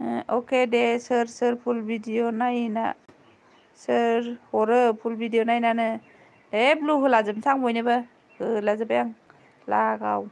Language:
Bodo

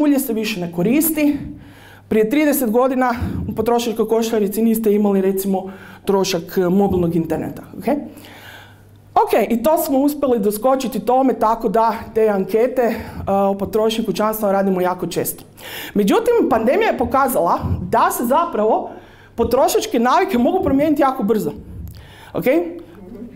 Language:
Croatian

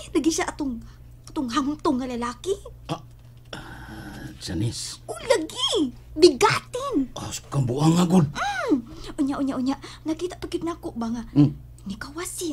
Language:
Cebuano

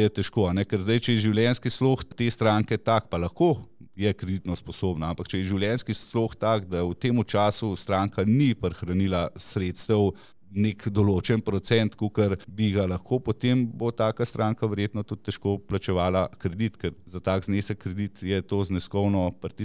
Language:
Slovenian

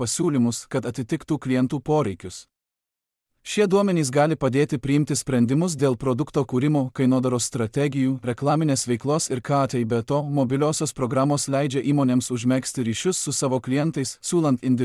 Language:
Lithuanian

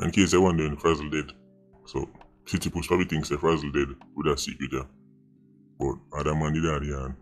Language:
Jamaican Creole English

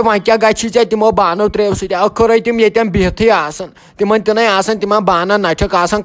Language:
Kashmiri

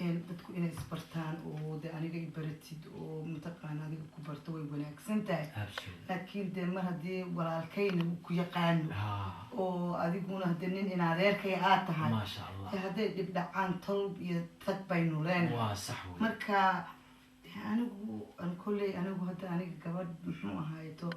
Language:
Somali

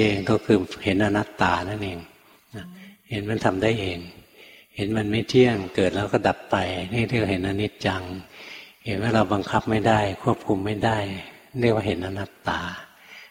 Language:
Thai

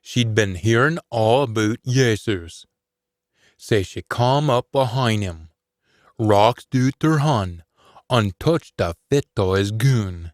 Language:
Scots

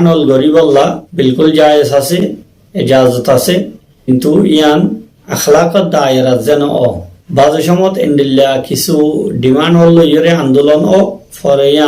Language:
Rohingya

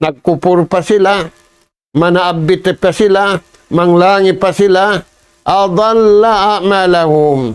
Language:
Tausug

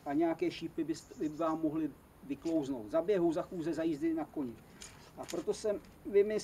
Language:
Czech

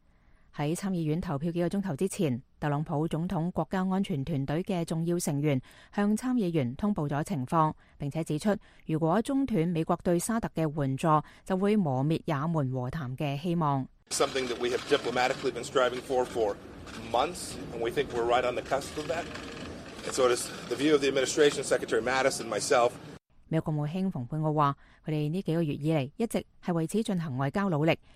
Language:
Cantonese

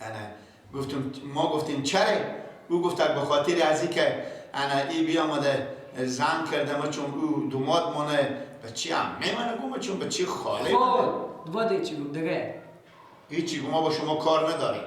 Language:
Persian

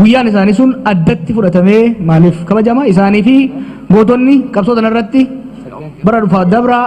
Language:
Oromo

